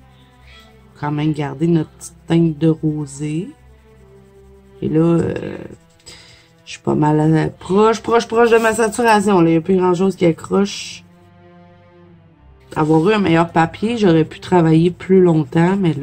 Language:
French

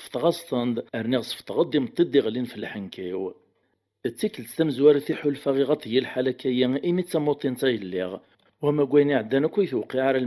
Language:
Kabyle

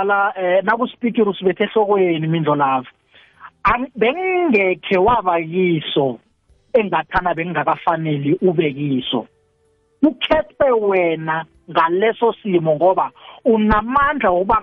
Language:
South Ndebele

